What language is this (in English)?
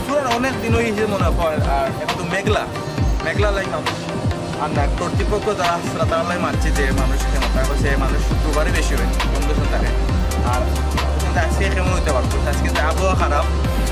Sylheti